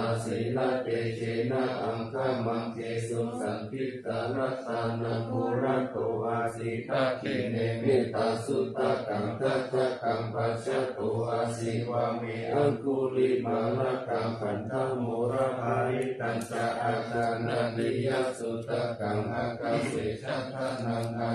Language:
Pali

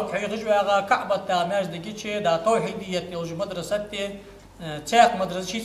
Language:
Ingush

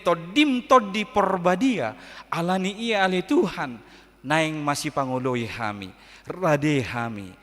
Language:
Batak Toba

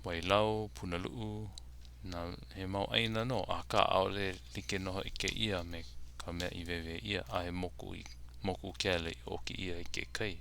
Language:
Hawaiian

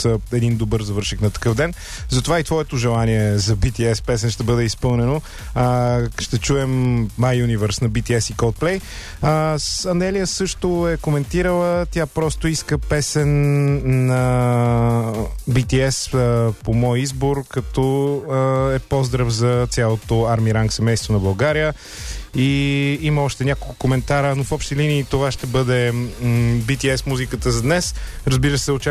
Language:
Bulgarian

